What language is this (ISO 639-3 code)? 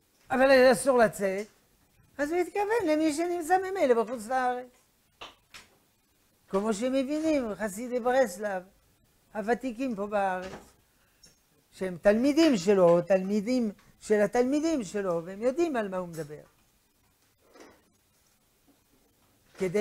heb